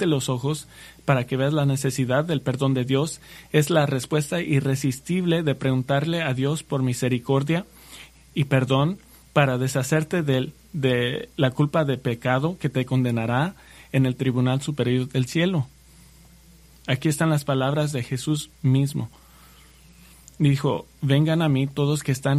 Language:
Spanish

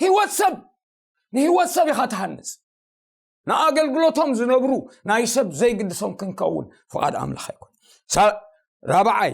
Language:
Tigrinya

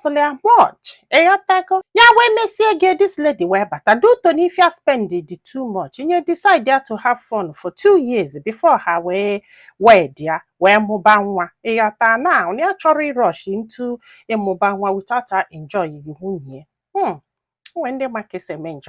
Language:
Igbo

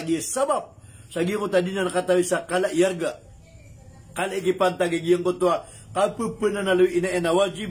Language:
Maranao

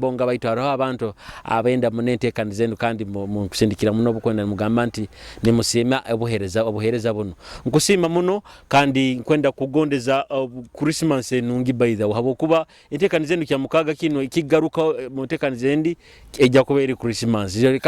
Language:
Nyoro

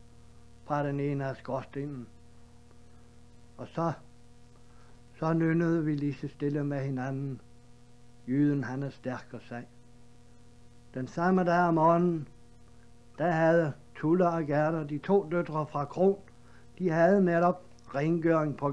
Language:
Danish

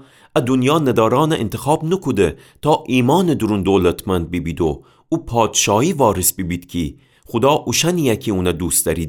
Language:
Gilaki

